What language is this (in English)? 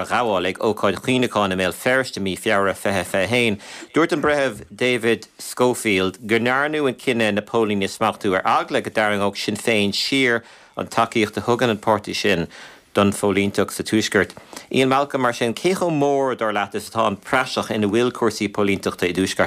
Irish